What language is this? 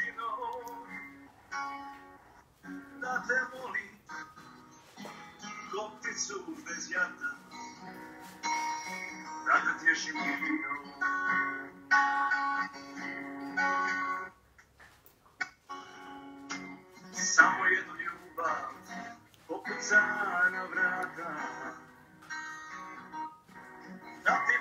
Croatian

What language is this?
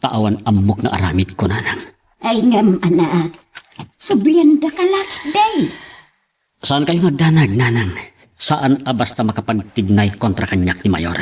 Iloko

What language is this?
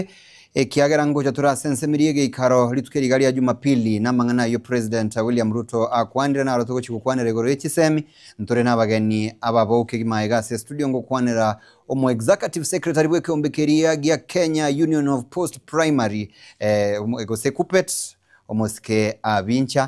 Gusii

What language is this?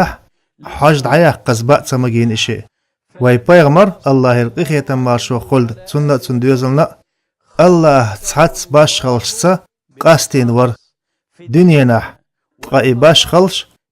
Chechen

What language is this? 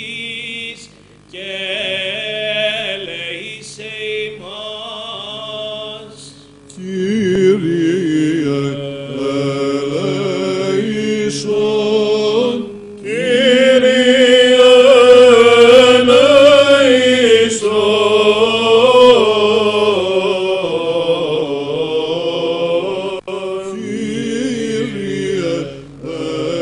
Greek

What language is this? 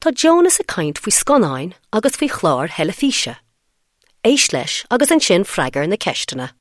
Irish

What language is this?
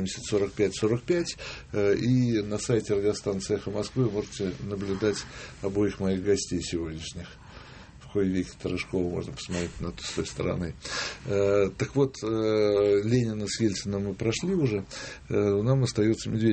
Russian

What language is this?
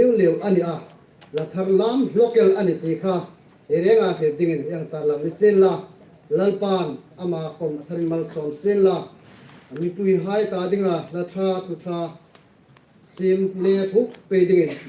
Hmar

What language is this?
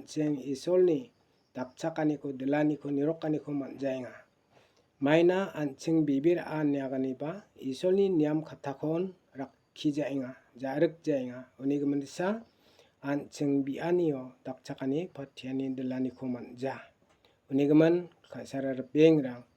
Garo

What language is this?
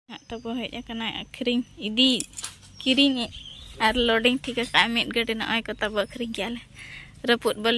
Santali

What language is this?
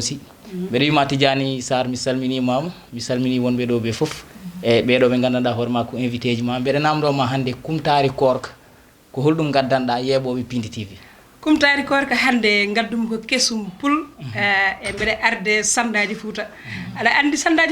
Fula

